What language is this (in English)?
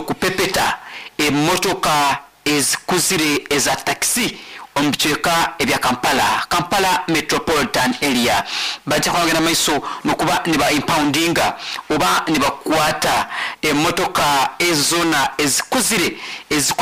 Nyoro